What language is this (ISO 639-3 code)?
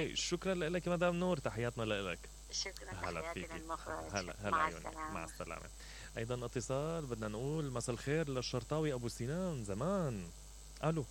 acm